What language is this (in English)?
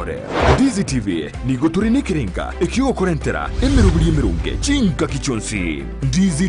Gusii